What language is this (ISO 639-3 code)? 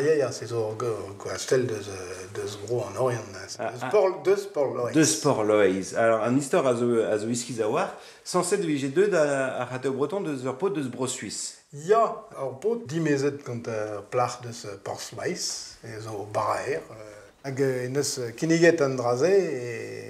bre